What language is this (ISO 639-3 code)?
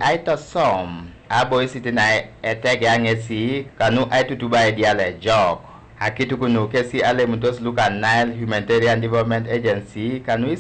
teo